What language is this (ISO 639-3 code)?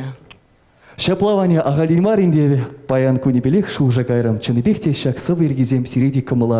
chv